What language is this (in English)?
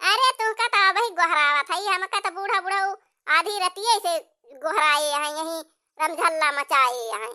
Awadhi